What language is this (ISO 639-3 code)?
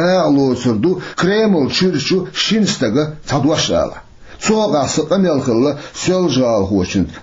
che